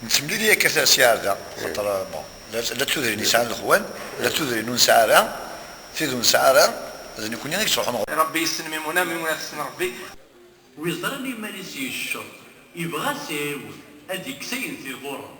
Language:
Kabyle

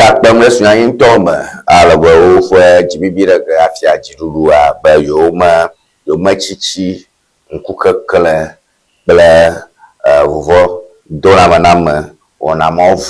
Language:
Ewe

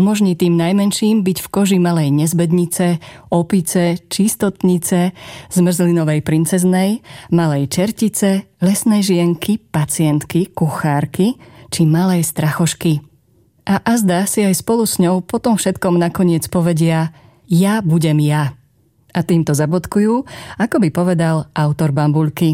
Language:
Slovak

